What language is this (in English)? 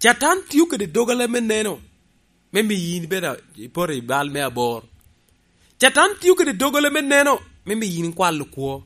Lango (Uganda)